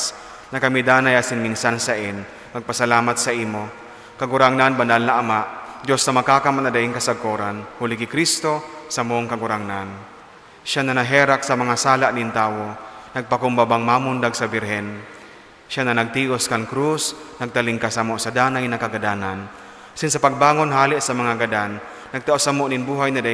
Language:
Bikol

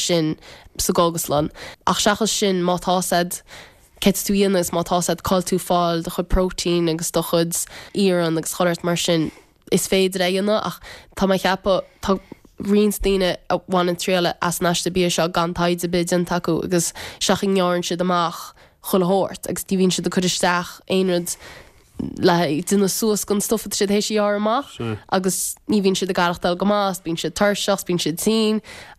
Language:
Irish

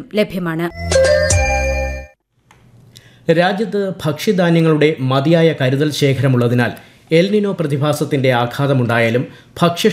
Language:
Malayalam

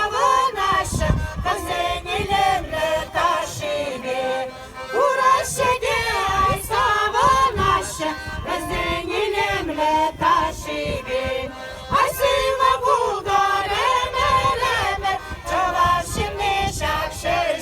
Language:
Chuvash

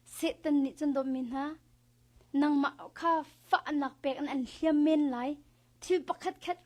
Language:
Hakha Chin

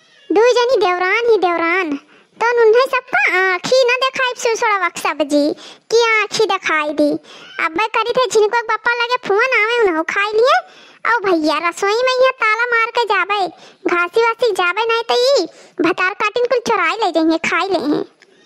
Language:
Awadhi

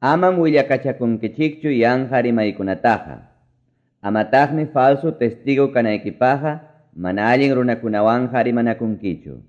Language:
Quechua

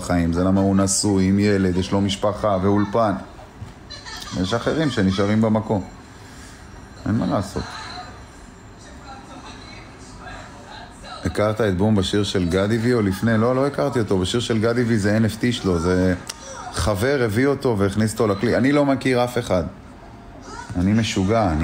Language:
Hebrew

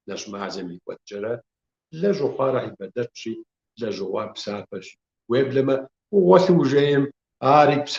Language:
Kabardian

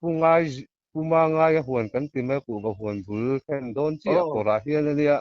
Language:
Mizo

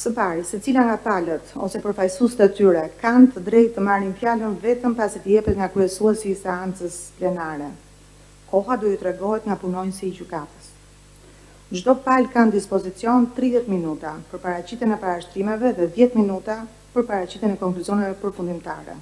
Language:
Albanian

